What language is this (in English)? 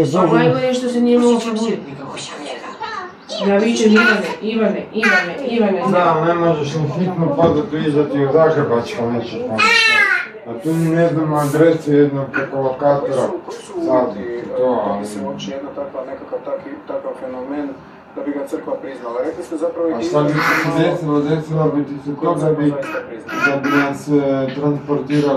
Croatian